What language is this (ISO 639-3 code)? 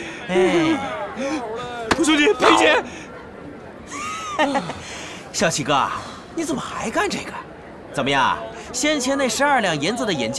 zho